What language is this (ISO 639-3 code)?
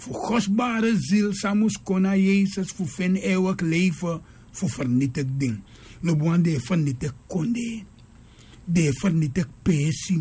srn